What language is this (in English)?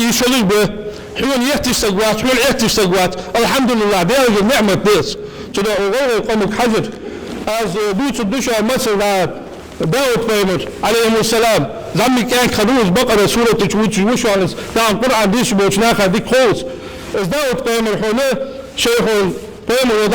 Ingush